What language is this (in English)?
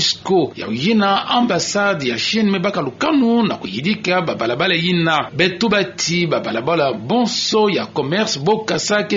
Kituba (Democratic Republic of Congo)